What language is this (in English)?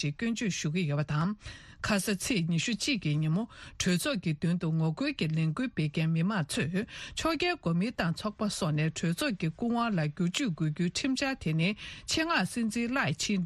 Tibetan